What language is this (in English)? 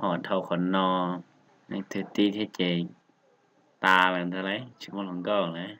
Hmong